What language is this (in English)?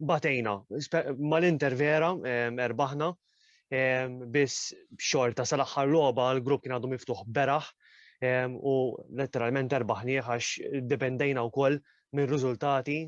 Maltese